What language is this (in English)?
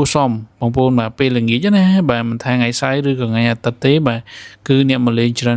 Khmer